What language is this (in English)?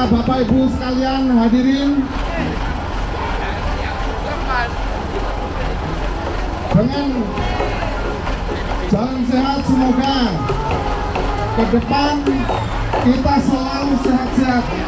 Javanese